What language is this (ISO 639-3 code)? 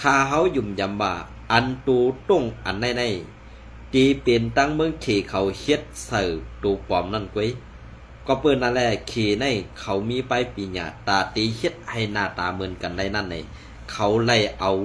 shn